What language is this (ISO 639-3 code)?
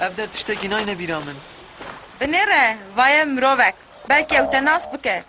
kur